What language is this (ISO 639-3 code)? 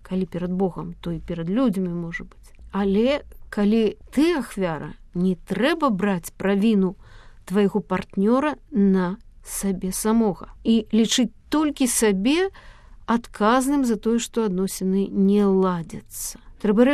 bel